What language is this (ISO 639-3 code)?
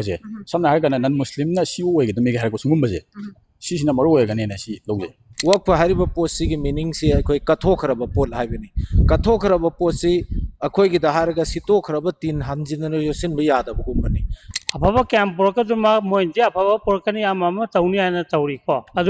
mni